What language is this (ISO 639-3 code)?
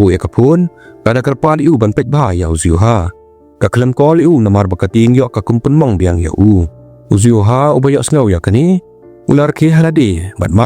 kha